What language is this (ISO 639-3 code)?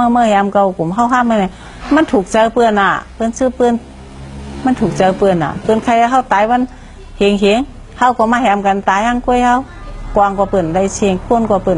shn